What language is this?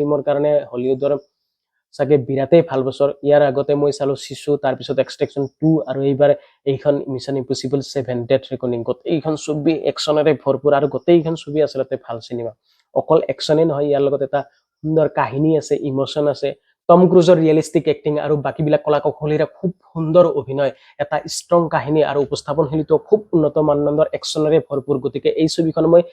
Assamese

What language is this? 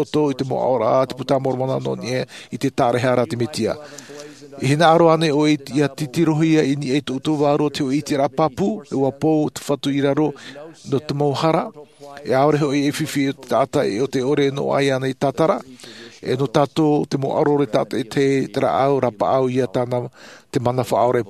Tahitian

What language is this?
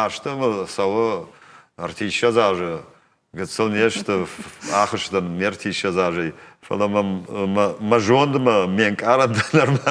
Ossetic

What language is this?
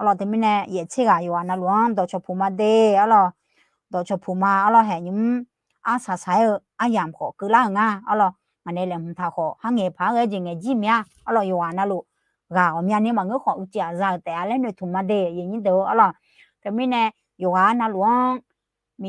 Akha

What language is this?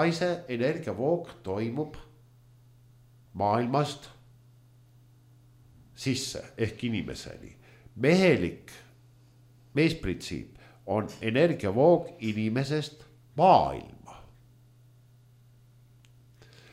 Estonian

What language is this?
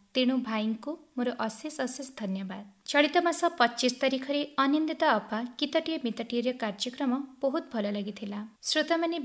Odia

